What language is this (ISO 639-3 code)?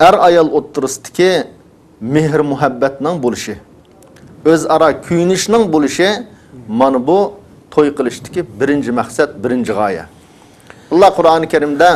uig